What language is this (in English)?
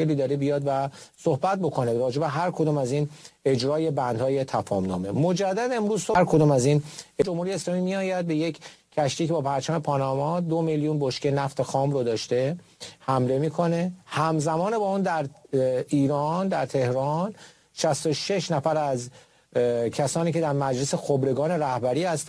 Persian